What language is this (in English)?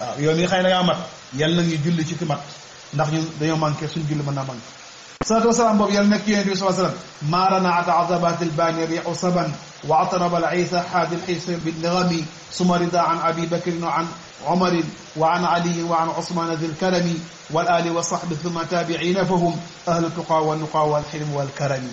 Wolof